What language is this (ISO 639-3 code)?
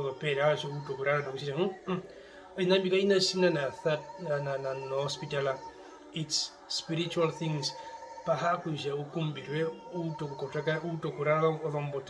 her